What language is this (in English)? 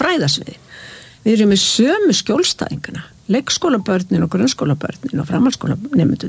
Icelandic